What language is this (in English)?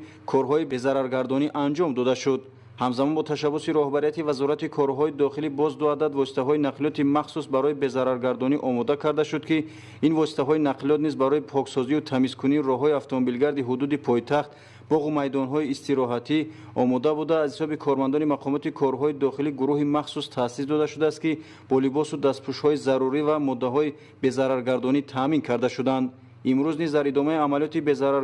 Tajik